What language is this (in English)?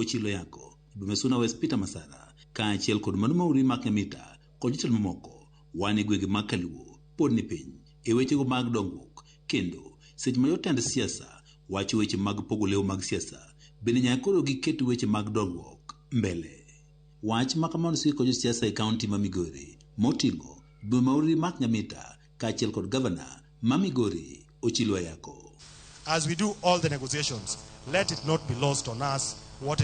Luo (Kenya and Tanzania)